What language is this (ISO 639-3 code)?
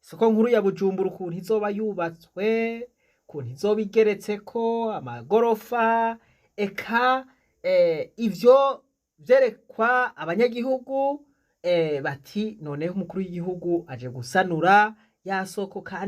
run